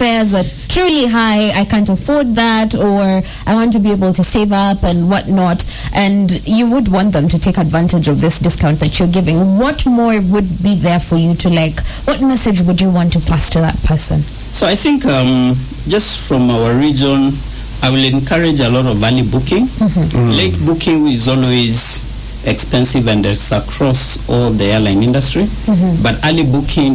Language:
English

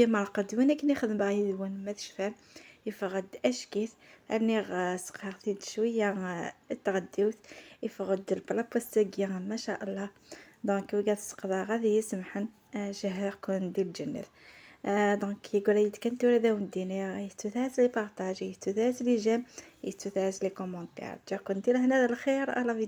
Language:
Kabyle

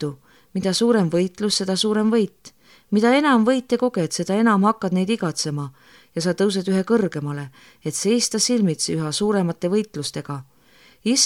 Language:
Estonian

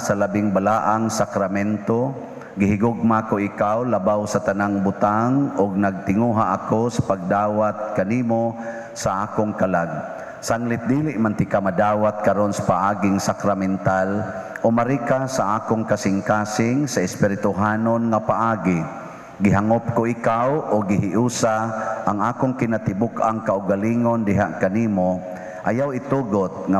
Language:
Cebuano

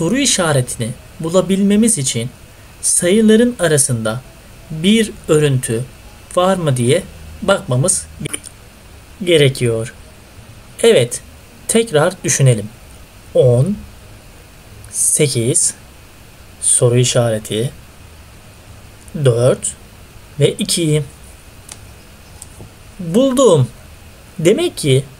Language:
Turkish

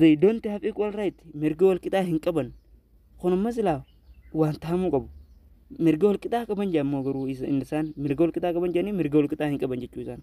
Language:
Oromo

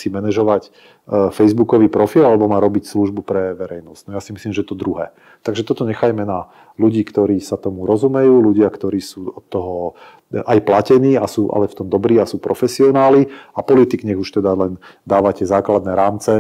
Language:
Slovak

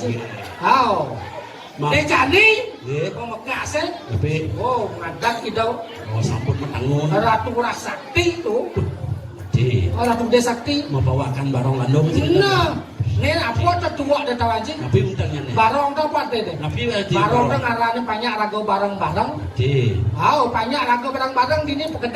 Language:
Balinese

